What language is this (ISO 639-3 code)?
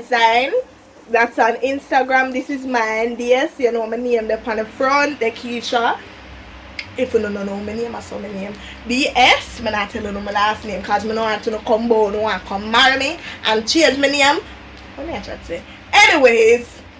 jam